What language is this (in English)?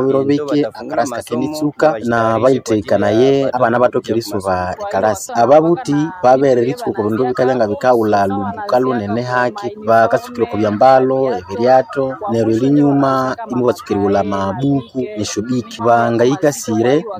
Nande